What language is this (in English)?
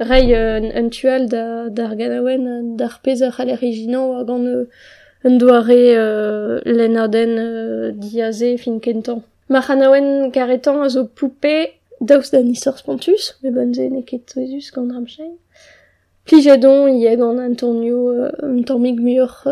Breton